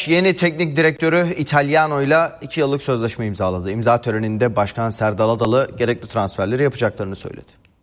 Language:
Turkish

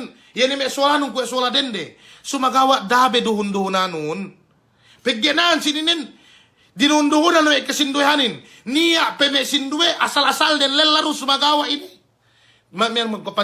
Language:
Yakan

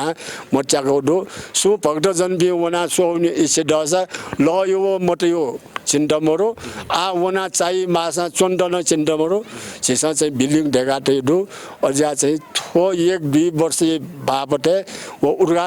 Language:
Newari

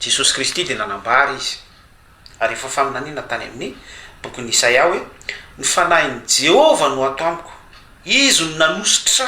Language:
Malagasy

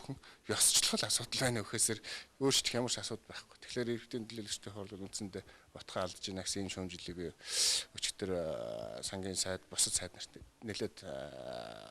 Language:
Mongolian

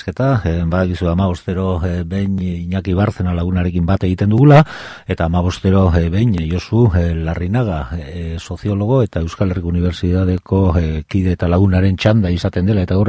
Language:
Basque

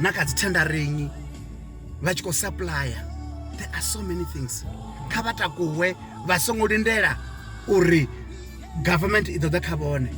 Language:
Venda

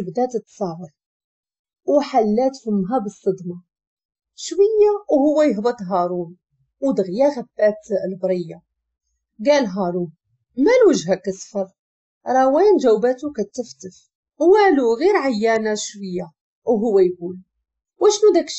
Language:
Moroccan Arabic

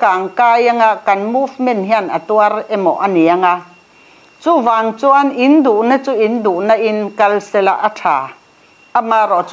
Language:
Mizo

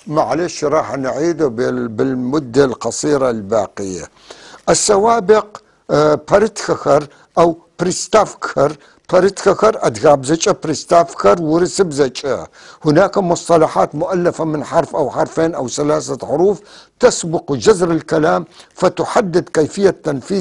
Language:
North Levantine Arabic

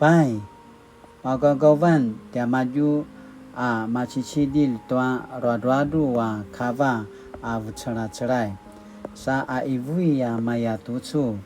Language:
Paiwan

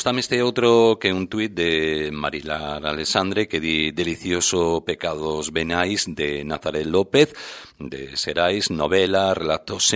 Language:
Galician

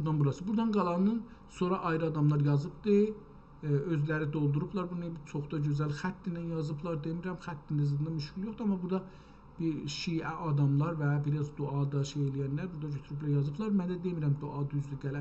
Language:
South Azerbaijani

